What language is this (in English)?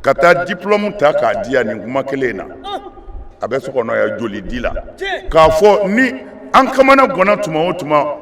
Bambara